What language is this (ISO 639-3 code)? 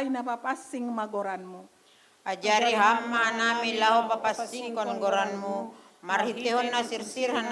bts